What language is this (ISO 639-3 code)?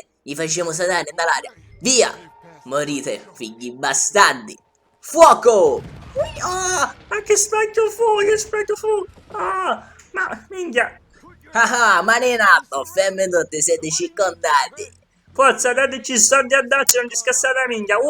scn